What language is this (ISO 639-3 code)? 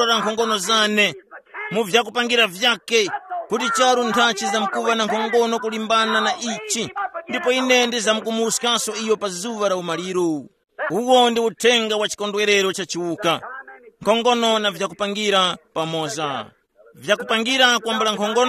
tum